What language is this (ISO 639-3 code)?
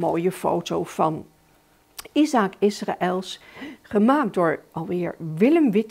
nld